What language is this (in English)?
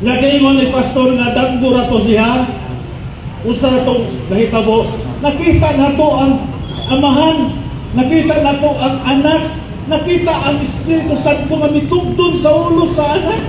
Cebuano